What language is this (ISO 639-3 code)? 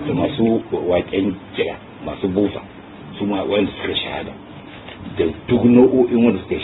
hau